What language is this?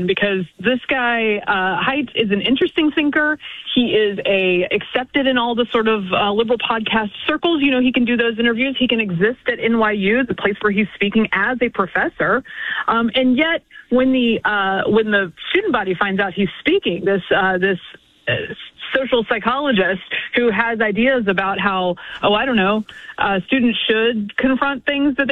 English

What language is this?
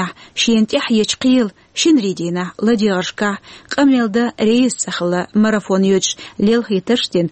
Chechen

